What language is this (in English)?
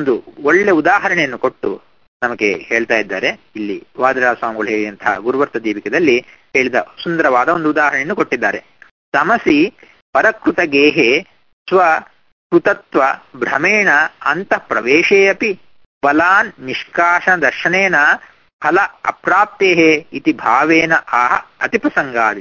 Kannada